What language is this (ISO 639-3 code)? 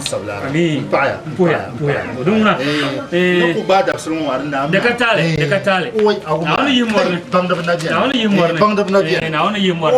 dag